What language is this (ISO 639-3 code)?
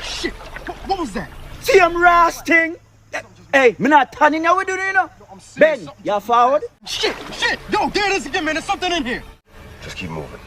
jam